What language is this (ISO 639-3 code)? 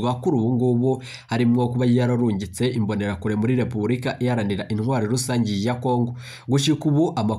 run